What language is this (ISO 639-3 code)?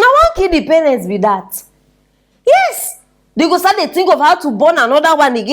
pcm